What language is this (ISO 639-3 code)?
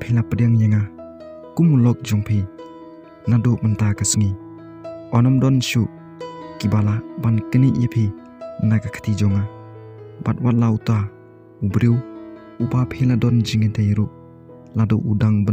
kha